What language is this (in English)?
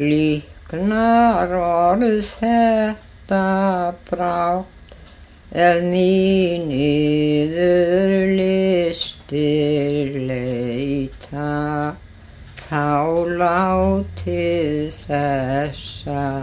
Icelandic